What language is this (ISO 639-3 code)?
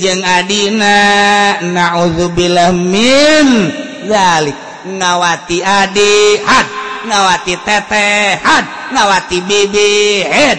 sun